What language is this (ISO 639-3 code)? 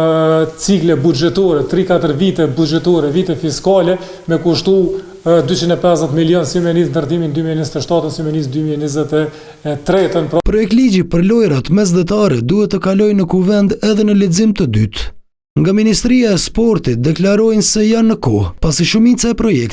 sqi